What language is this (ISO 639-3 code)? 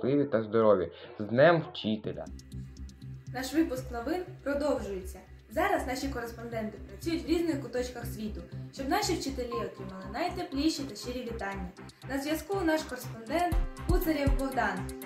ukr